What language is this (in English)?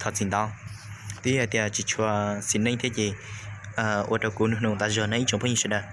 Hmong